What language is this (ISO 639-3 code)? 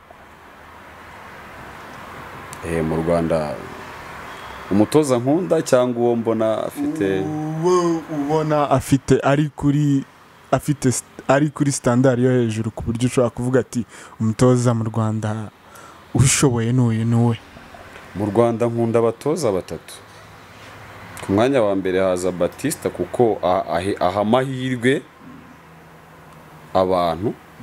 kin